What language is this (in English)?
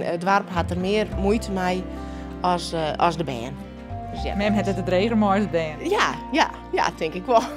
Western Frisian